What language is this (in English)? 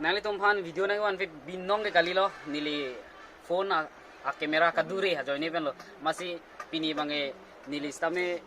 Karbi